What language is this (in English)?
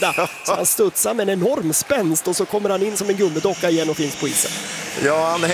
Swedish